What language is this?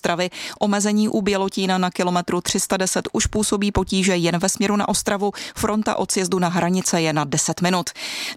Czech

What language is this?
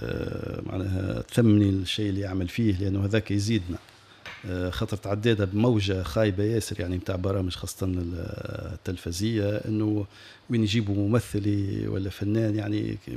Tunisian Arabic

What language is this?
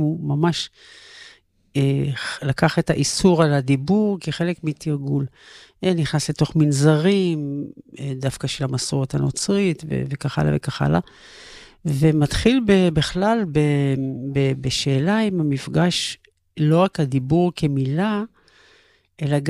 Hebrew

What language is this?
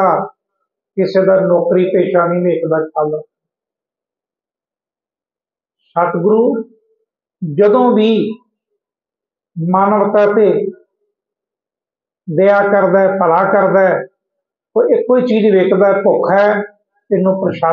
Punjabi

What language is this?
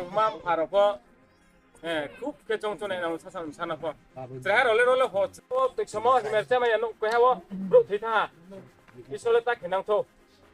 Riang (India)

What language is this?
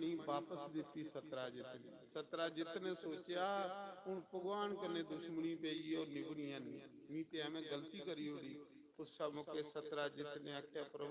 Dogri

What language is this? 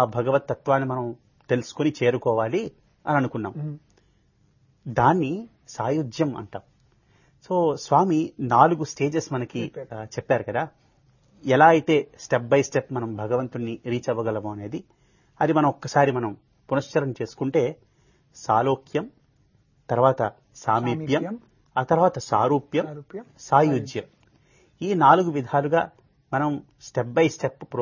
Telugu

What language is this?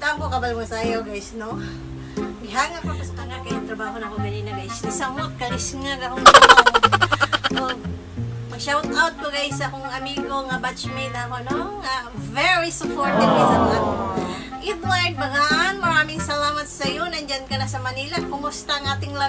Cebuano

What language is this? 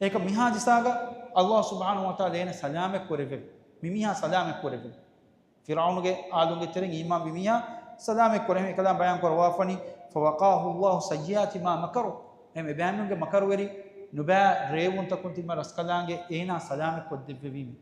Divehi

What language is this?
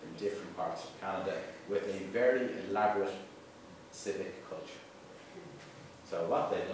English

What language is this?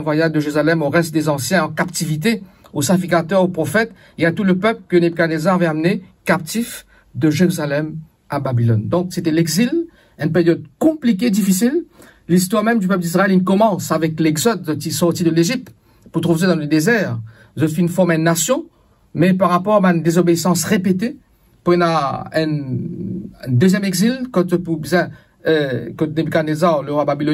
Morisyen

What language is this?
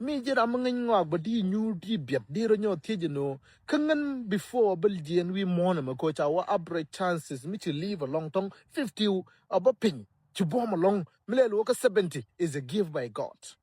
Nuer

